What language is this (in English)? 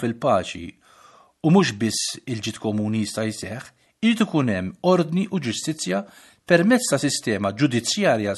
Maltese